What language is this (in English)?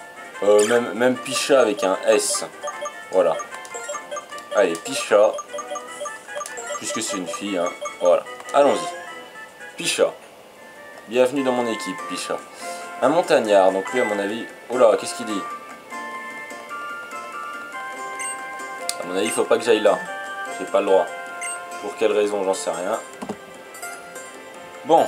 French